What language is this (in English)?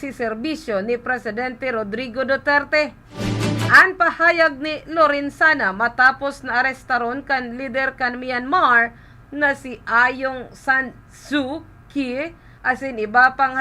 Bikol